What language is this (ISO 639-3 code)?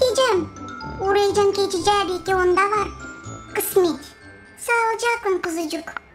gag